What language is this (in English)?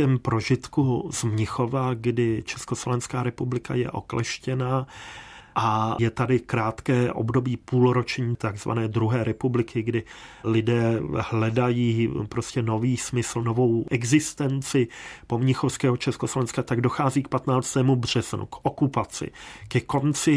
Czech